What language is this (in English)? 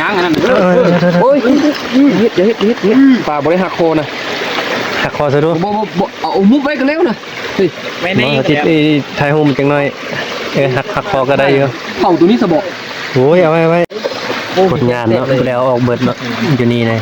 Northeastern Thai